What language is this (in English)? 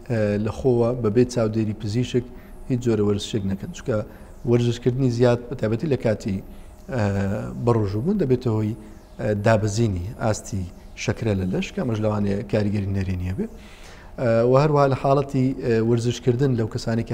Central Kurdish